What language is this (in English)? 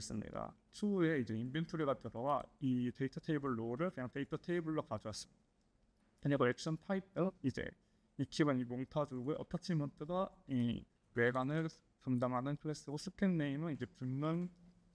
Korean